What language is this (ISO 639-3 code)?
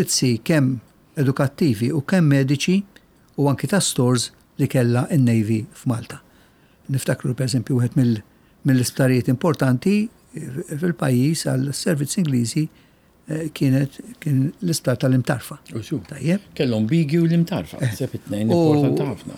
mlt